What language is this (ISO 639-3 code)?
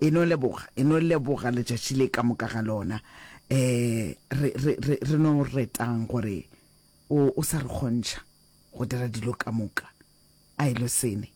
nso